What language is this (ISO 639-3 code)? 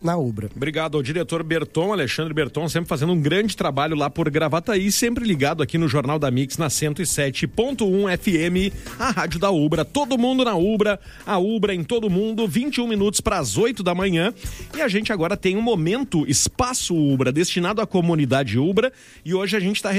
por